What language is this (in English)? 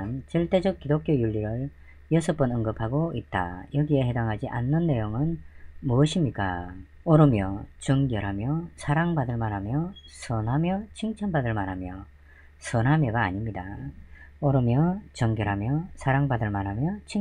Korean